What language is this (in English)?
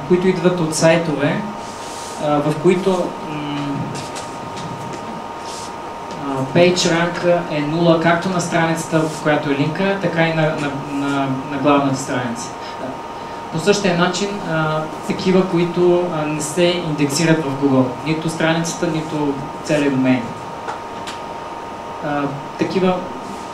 Bulgarian